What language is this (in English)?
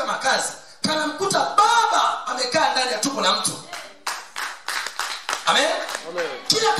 Swahili